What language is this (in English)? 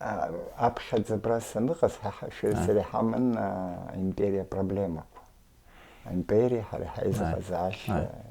Abkhazian